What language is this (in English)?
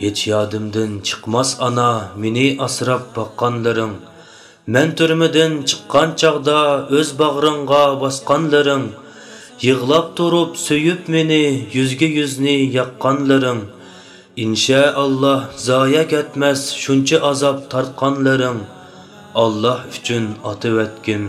Uyghur